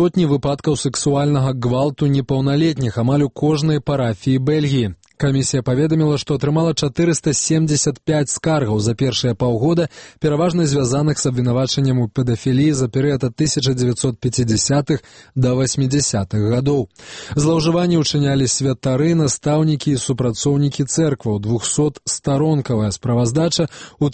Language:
Belarusian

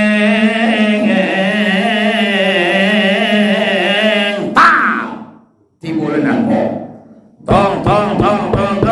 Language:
Minangkabau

